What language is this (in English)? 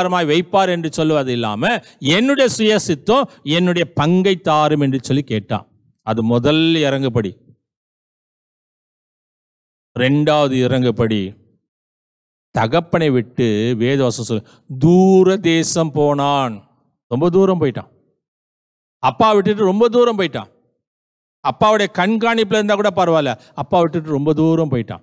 Tamil